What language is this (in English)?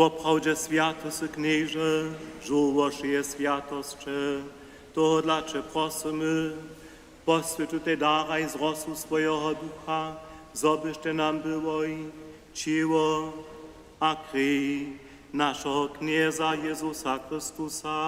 Upper Sorbian